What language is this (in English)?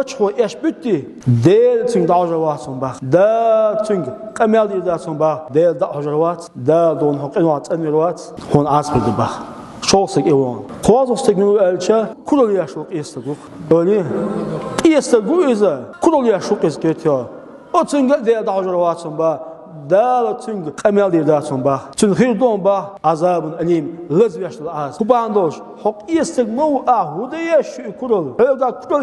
Chechen